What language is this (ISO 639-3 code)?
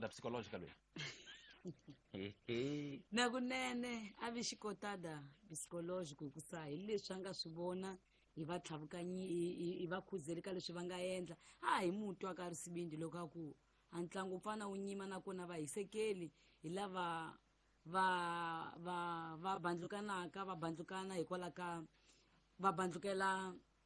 tso